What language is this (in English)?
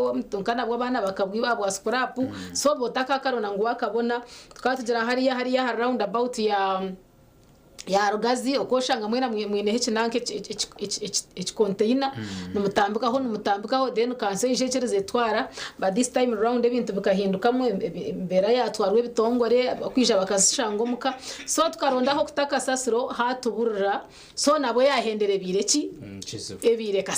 Nyankole